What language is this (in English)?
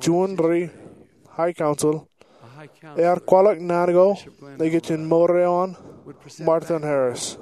Marshallese